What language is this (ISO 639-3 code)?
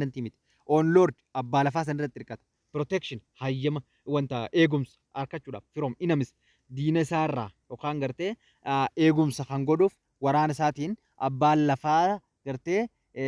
orm